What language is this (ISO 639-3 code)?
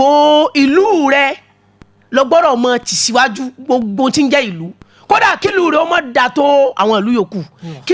yor